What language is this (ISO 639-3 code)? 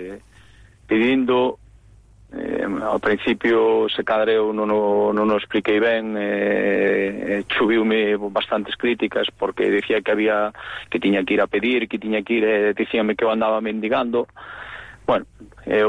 glg